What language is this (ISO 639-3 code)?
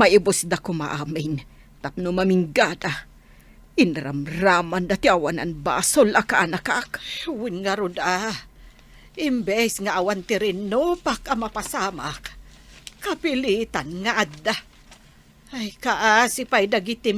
ilo